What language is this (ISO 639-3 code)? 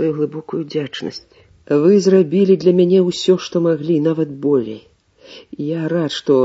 bel